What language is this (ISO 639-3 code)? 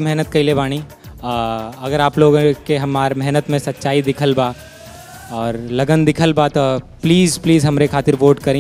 bho